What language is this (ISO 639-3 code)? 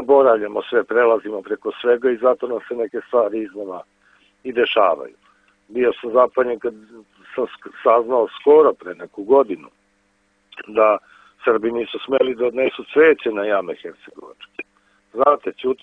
srp